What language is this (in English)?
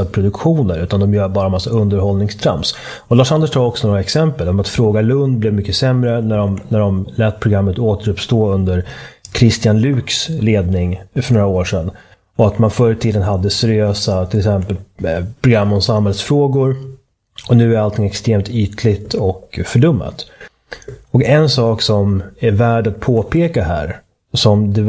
Swedish